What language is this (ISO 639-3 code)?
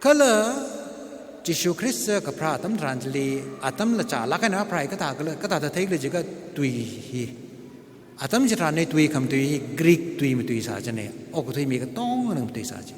nmf